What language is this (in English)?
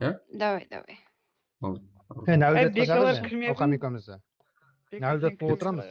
Kara-Kalpak